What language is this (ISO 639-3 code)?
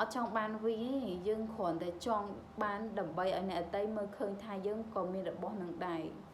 khm